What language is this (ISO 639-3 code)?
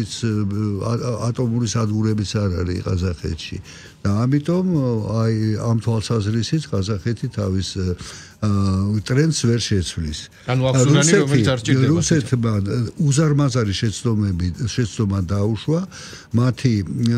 kat